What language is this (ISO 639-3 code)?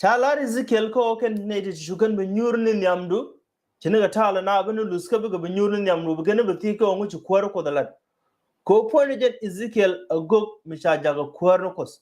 nus